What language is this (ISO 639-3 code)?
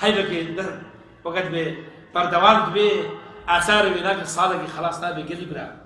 kur